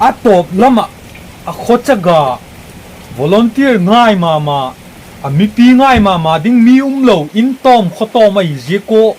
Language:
Paite Chin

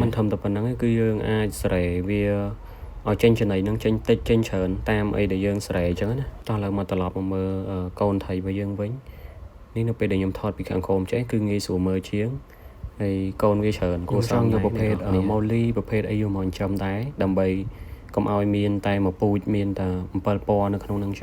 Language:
Khmer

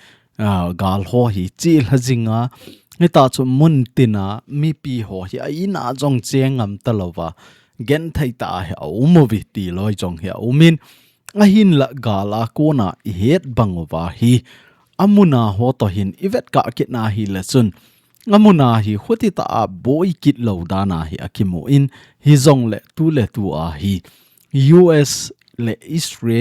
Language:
Thado Chin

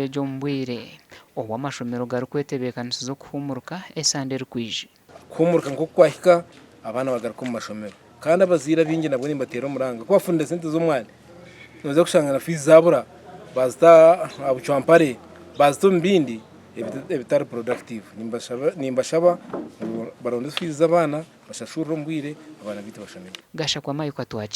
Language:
Nyankole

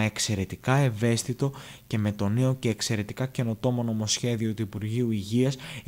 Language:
Greek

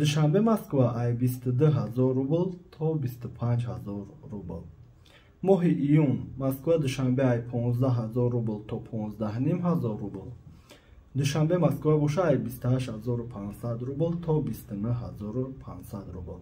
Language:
Tajik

